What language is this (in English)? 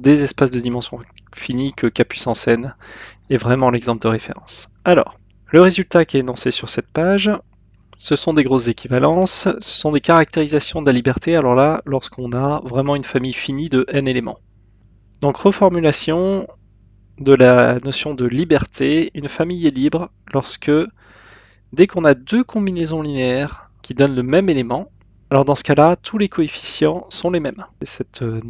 French